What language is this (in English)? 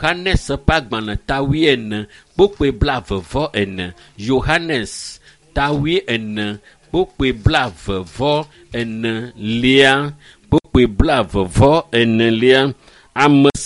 Ewe